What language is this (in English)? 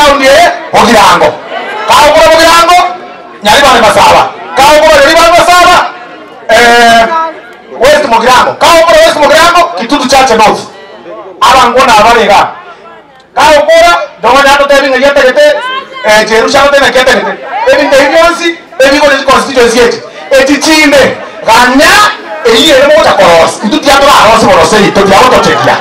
Gusii